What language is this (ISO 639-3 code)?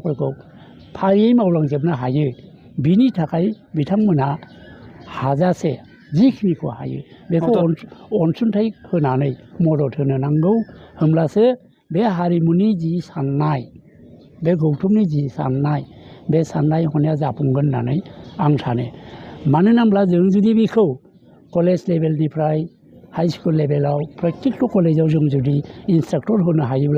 brx